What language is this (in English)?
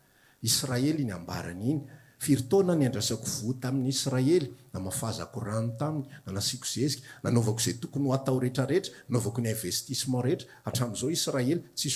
Malagasy